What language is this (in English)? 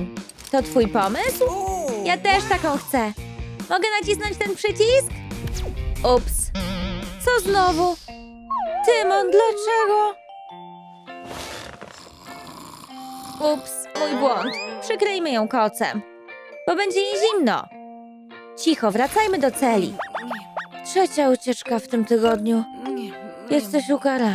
Polish